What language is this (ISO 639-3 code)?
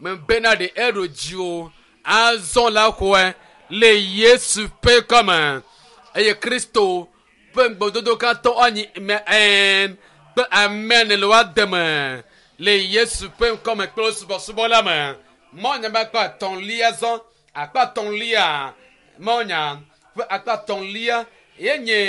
ewe